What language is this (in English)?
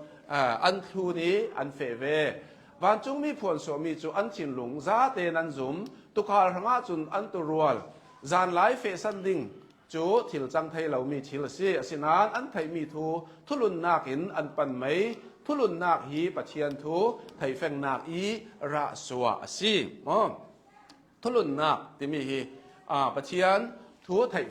Hakha Chin